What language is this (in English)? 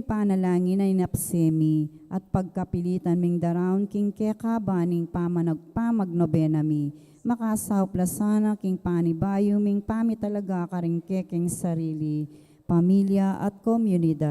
Pampanga